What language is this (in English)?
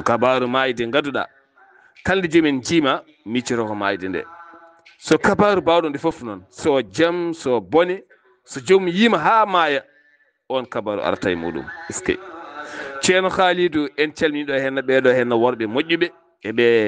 Fula